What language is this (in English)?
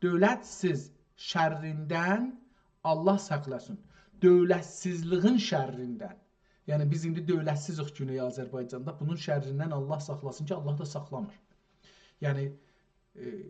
South Azerbaijani